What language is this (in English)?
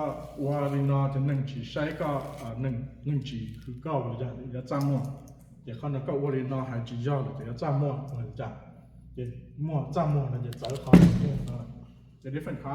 Hmong